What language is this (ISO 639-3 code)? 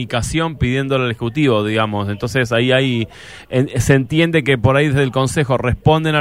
spa